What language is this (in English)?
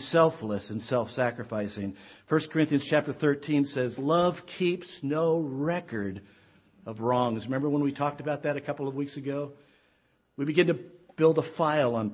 English